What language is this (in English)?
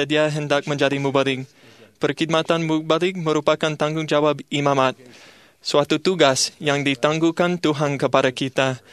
Malay